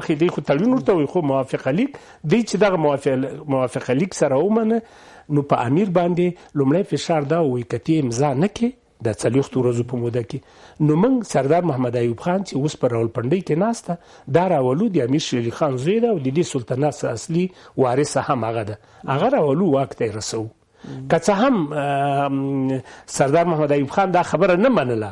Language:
Pashto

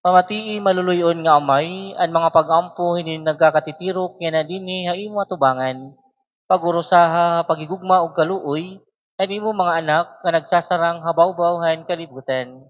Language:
Waray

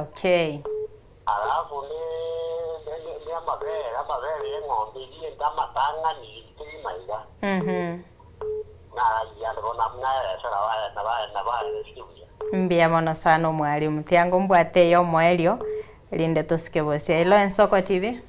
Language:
Gusii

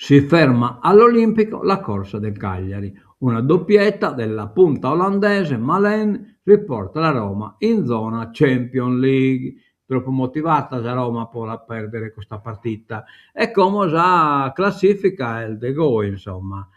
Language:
Sardinian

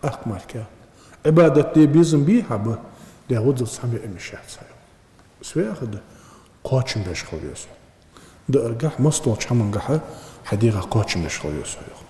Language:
Ingush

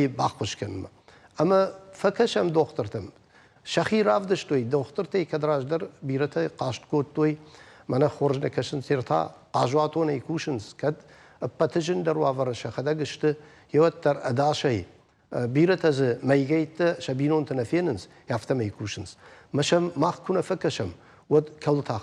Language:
Ossetic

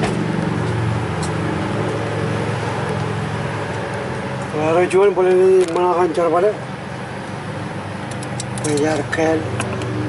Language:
Malay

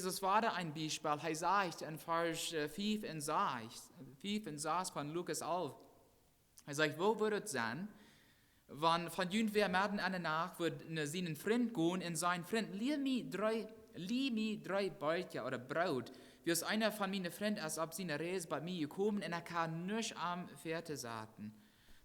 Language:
Plautdietsch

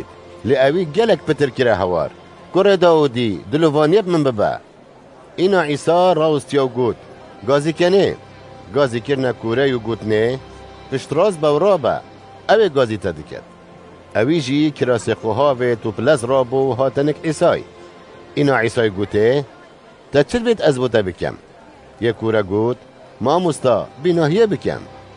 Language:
Kurdish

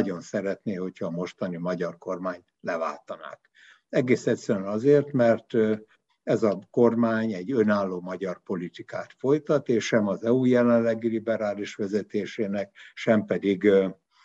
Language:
Hungarian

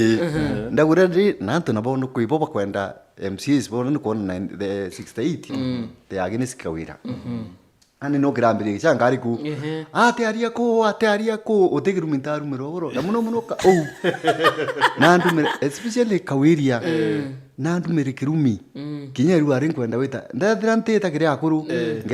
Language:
Meru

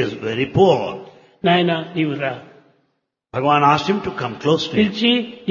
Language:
Telugu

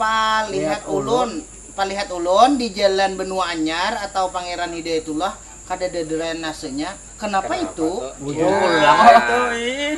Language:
Banjar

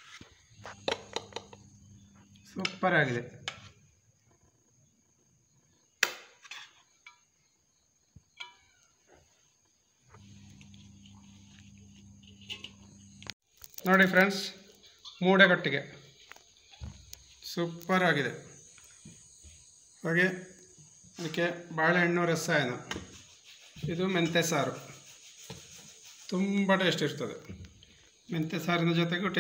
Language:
Kannada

